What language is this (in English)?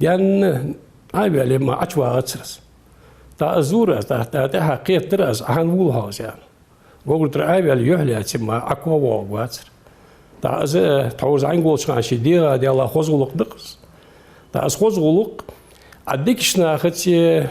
Ingush